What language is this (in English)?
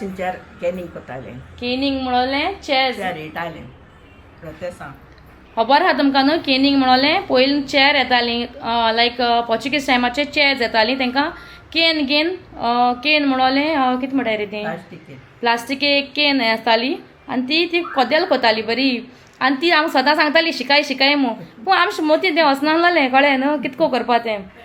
Konkani